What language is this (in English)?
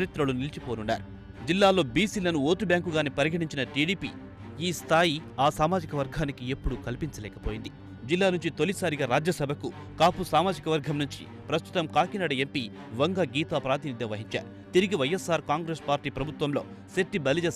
Telugu